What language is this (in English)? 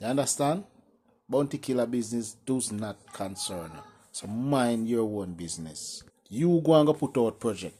Jamaican Creole English